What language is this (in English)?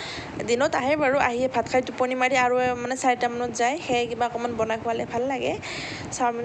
Assamese